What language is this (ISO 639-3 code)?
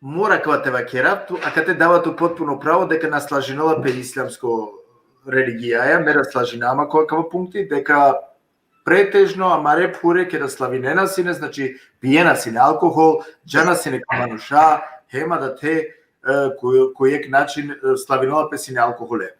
rmn